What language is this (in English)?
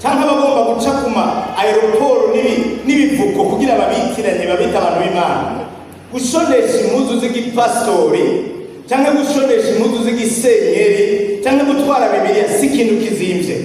Rundi